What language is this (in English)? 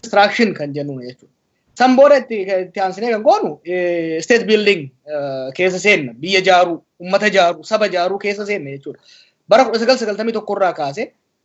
Oromo